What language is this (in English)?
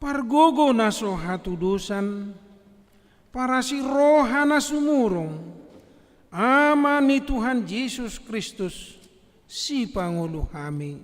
Batak Toba